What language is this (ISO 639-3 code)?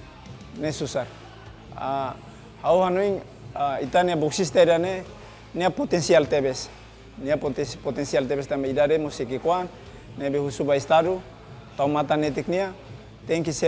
tet